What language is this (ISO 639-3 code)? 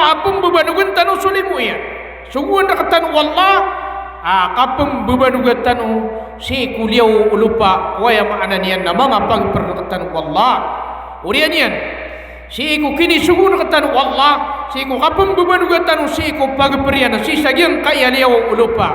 mrw